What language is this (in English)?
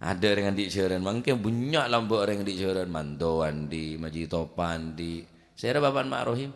Madurese